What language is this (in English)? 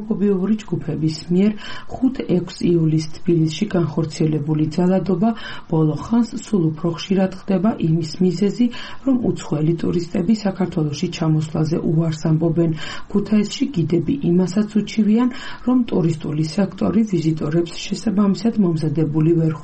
Georgian